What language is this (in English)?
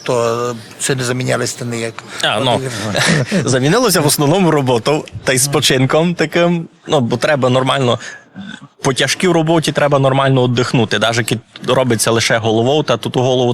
Rusyn